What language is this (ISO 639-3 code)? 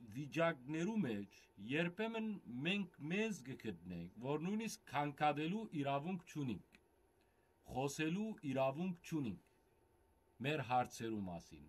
hyw